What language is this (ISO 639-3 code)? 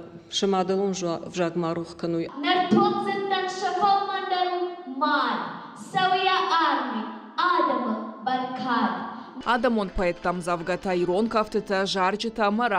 oss